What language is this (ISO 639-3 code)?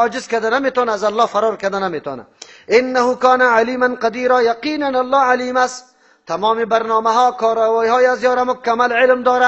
fas